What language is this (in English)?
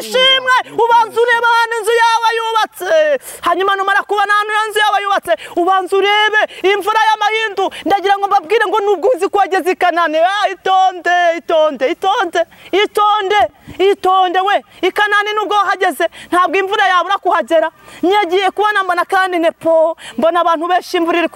Kinyarwanda